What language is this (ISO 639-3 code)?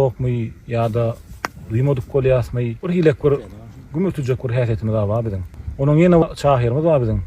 tuk